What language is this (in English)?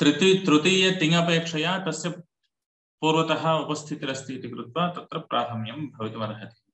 Sanskrit